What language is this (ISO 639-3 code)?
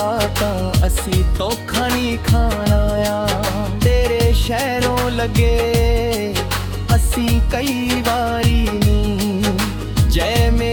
pan